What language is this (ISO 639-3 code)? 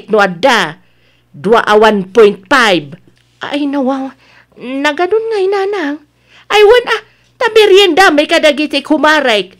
ilo